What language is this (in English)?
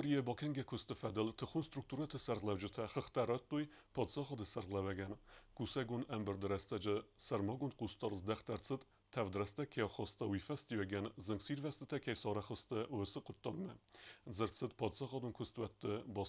Ossetic